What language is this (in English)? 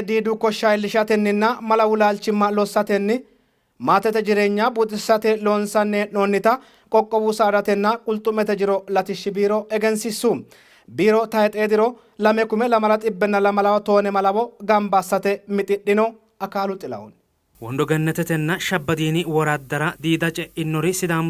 Sidamo